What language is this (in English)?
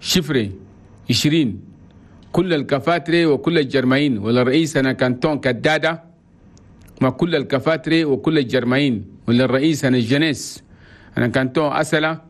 Chadian Arabic